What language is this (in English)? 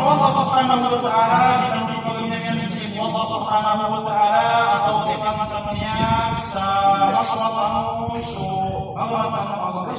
Maranao